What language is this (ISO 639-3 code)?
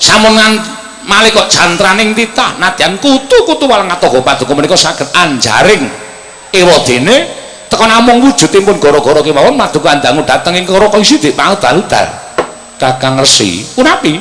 jav